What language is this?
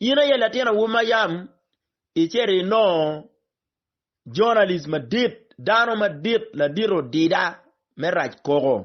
Acoli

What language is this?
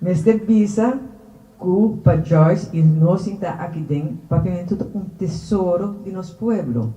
Papiamento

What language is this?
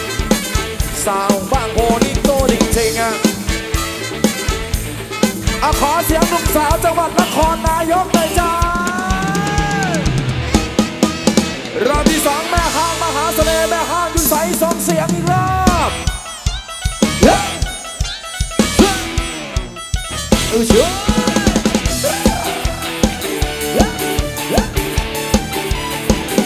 Thai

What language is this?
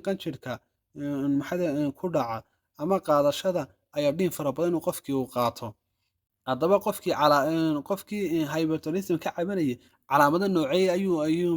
Somali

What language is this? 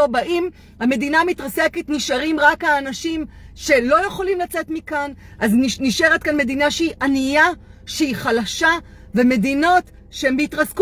Hebrew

